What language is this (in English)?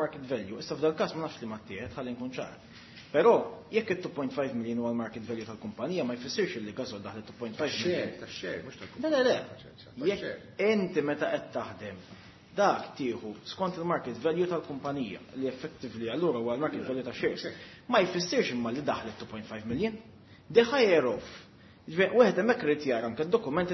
Maltese